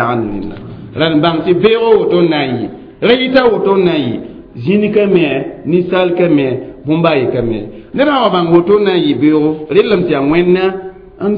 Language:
Mossi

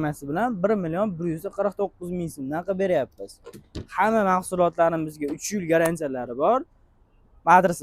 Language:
Uzbek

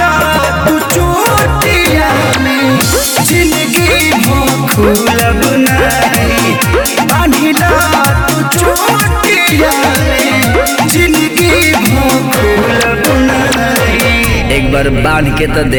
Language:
Bhojpuri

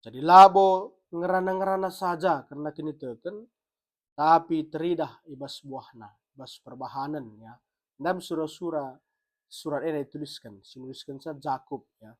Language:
Batak Karo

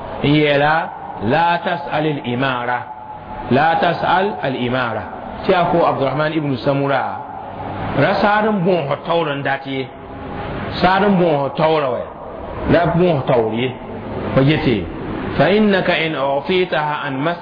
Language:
Mossi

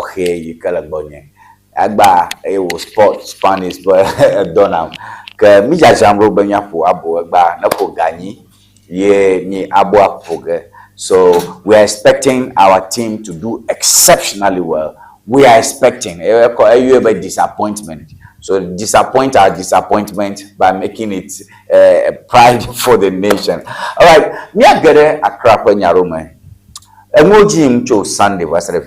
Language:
Ewe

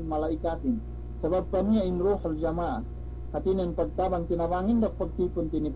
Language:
Yakan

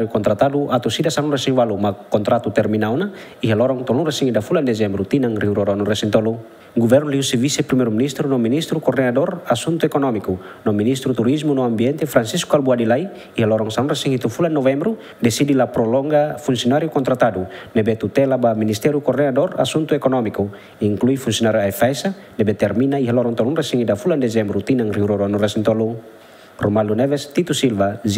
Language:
Tetum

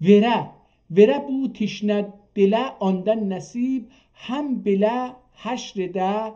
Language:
South Azerbaijani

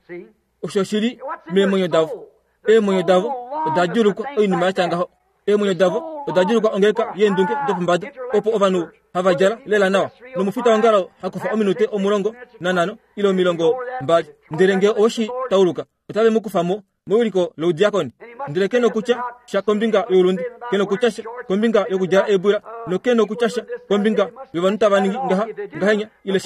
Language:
Kuanyama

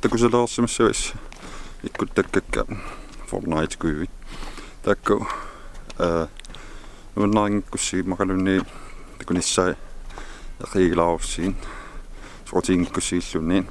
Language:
Kalaallisut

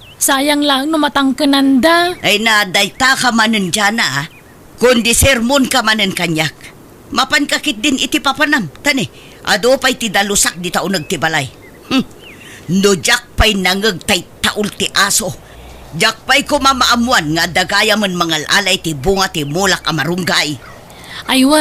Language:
Iloko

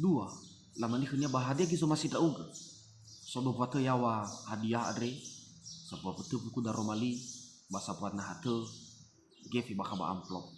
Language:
Nias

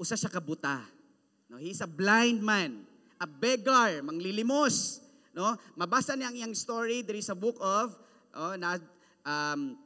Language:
Cebuano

